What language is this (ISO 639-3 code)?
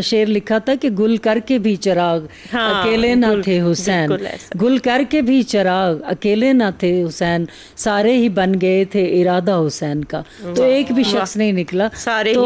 urd